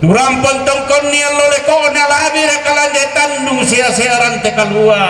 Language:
Toraja-Sa'dan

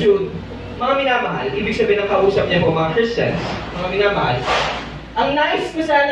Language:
Filipino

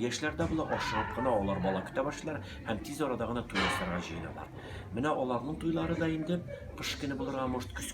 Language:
Tatar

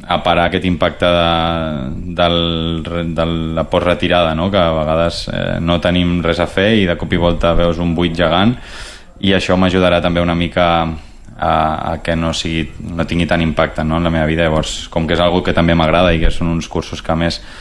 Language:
Catalan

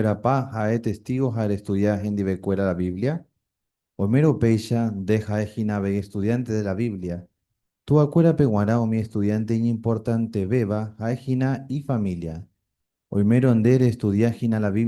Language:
Guarani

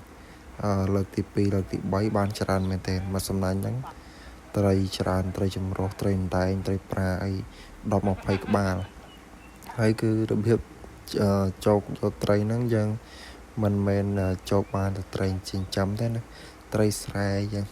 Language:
Khmer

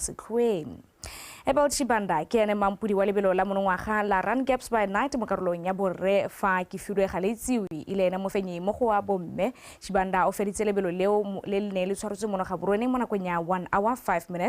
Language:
Tswana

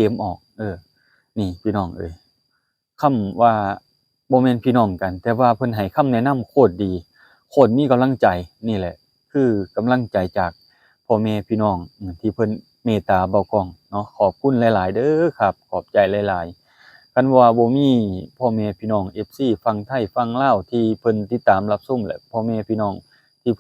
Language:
Lao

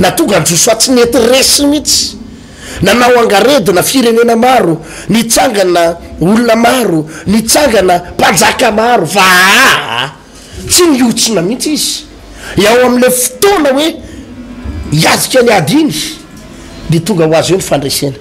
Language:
Malagasy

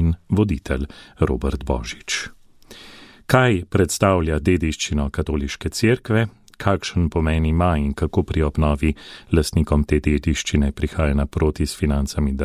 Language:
Slovenian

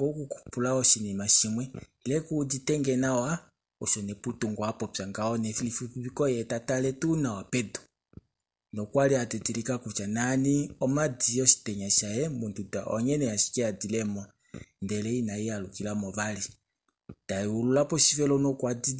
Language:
Kuanyama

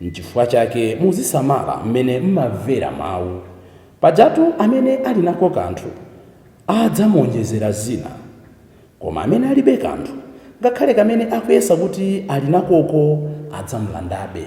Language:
Nyanja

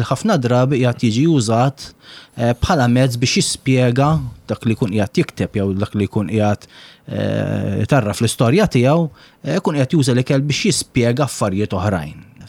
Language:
Maltese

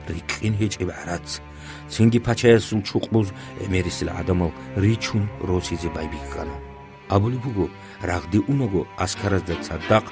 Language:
Avaric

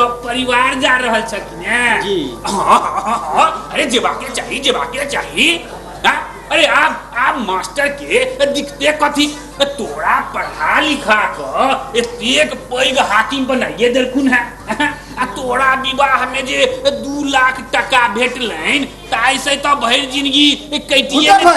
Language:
Maithili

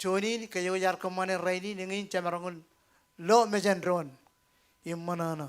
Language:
Marshallese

